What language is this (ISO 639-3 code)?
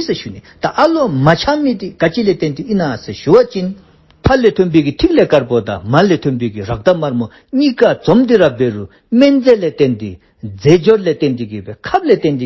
dzo